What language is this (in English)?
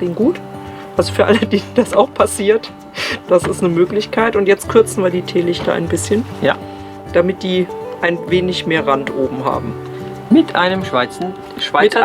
Swiss German